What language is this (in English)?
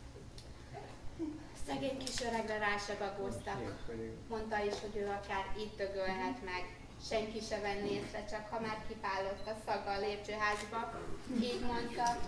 Hungarian